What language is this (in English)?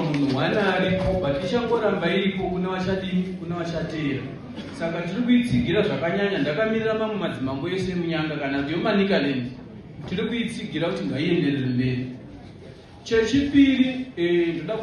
Shona